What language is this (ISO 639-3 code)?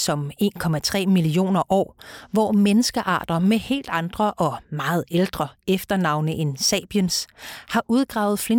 dan